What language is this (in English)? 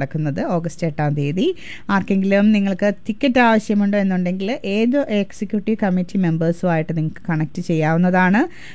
Malayalam